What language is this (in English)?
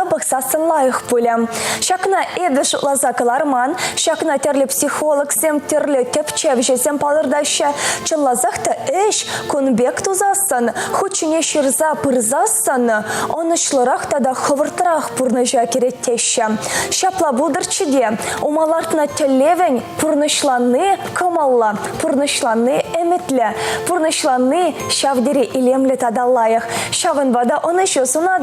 Chuvash